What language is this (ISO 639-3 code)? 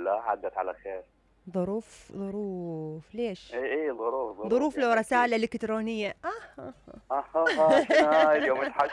acm